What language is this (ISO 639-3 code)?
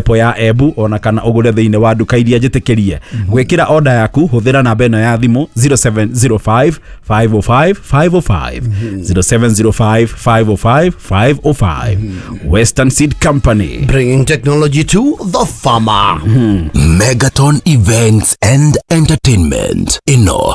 kik